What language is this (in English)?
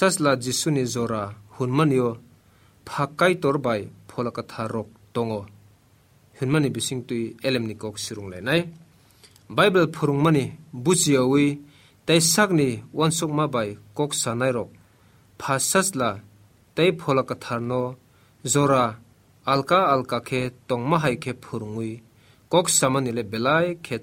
Kok Borok